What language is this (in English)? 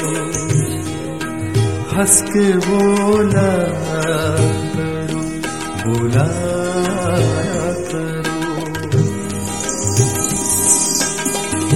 Hindi